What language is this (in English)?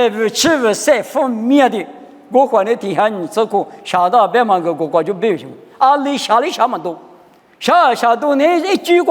Lisu